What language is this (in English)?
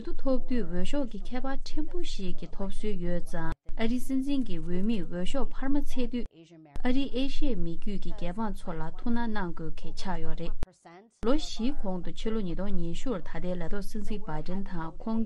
Tibetan